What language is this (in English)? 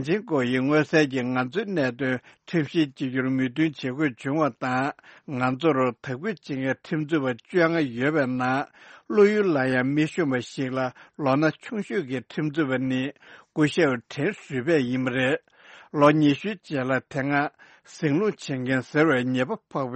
Tibetan